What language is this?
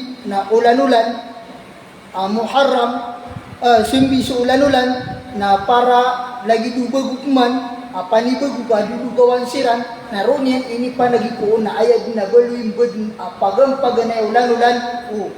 Maranao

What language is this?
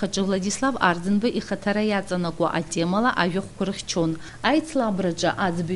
Abkhazian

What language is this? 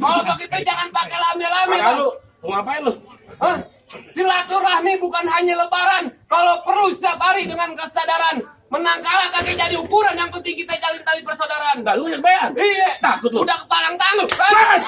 Betawi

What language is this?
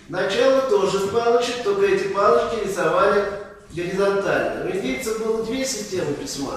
Russian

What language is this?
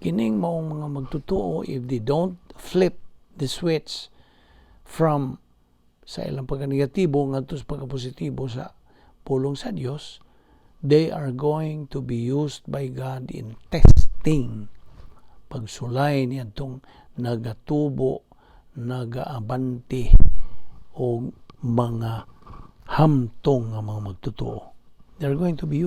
Cebuano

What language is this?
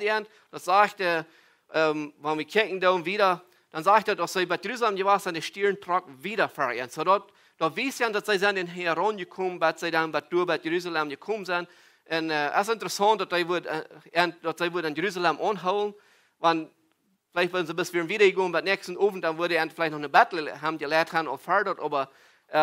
Plautdietsch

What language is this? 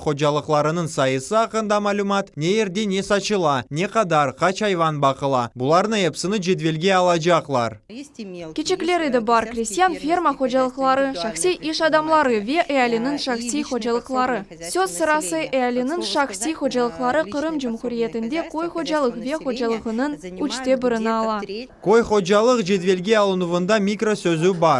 Crimean Tatar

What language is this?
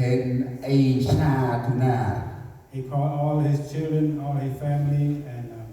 Central Mnong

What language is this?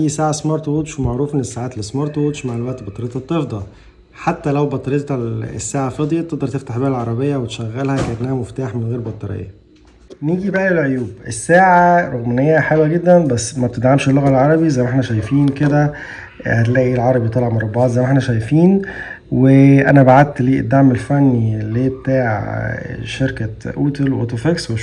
Egyptian Arabic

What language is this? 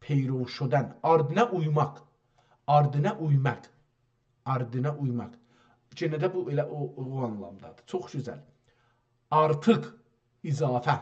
South Azerbaijani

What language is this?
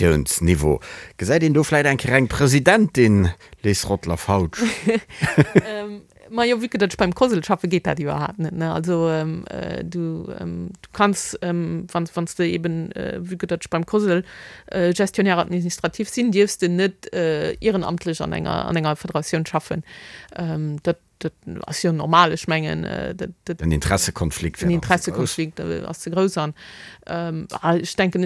Luxembourgish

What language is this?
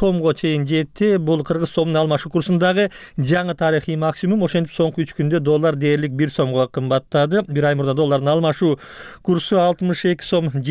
Kyrgyz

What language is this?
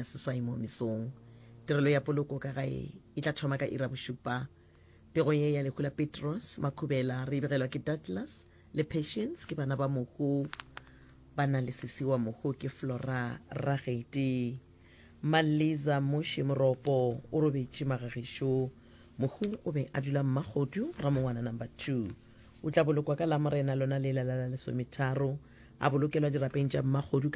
Northern Sotho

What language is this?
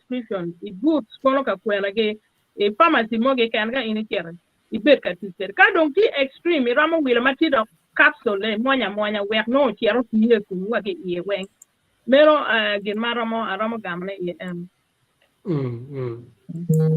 Acoli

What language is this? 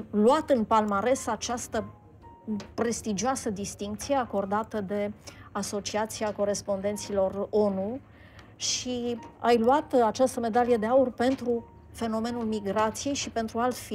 Romanian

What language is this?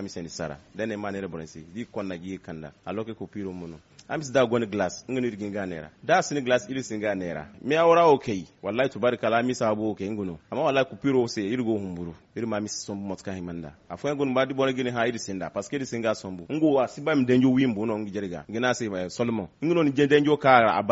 Zarma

